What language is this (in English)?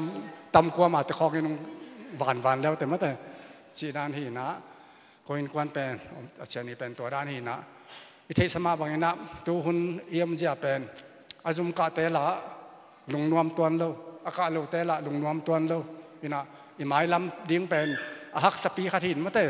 Tedim Chin